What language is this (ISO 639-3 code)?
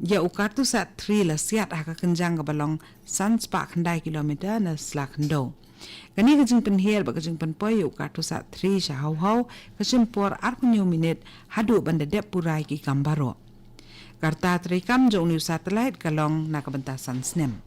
kha